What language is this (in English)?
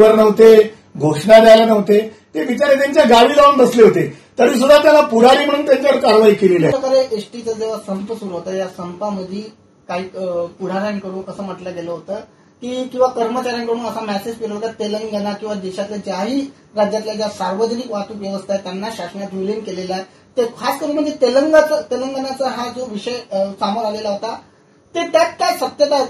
Marathi